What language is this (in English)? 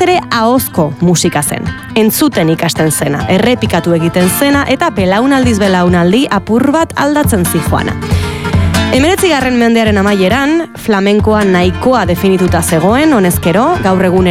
Basque